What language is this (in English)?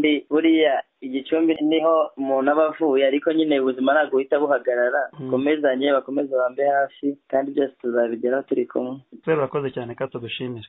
Kinyarwanda